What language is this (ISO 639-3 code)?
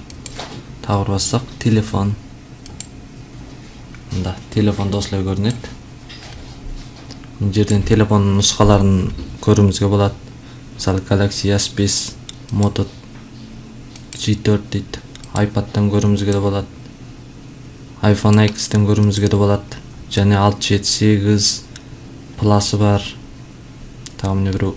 kaz